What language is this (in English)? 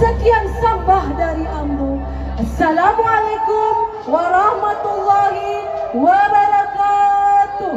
Minangkabau